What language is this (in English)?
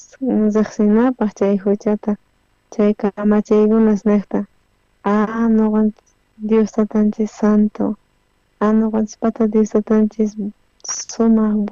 South Bolivian Quechua